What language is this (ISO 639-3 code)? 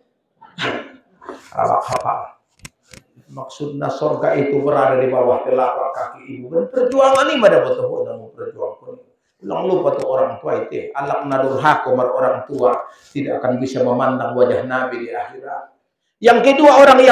ind